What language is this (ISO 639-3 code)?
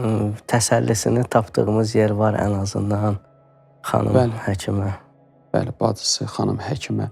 aze